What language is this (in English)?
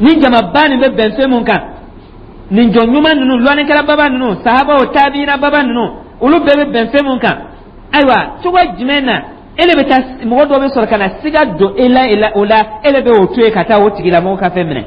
Dyula